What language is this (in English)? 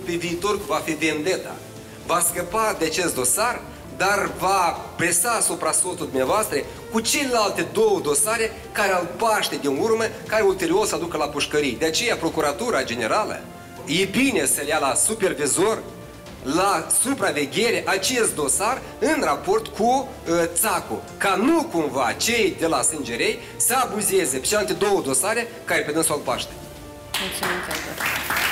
Romanian